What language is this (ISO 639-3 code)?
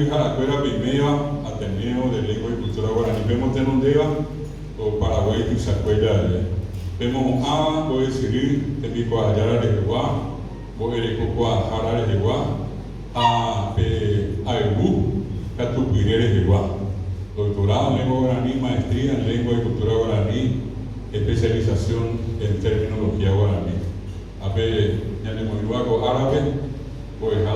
grn